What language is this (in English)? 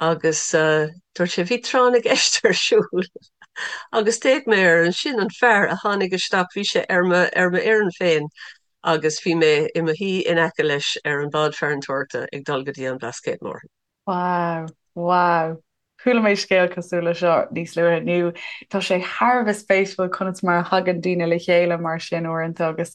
Irish